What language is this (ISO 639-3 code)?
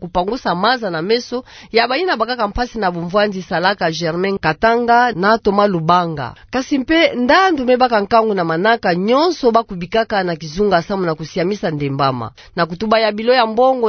ktu